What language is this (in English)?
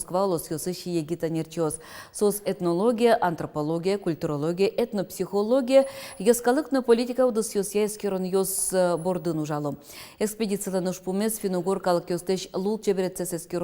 Udmurt